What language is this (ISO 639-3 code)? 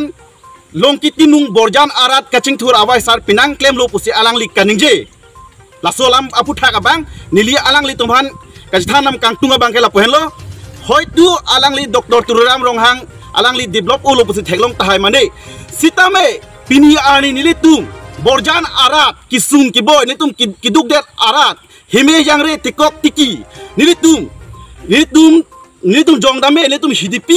mjw